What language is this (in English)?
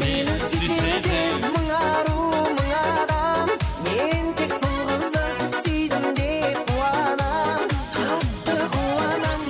Kara-Kalpak